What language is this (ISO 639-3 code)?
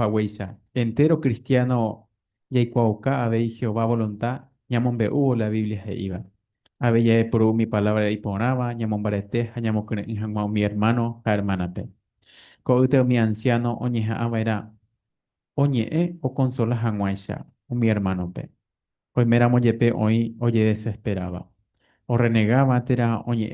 grn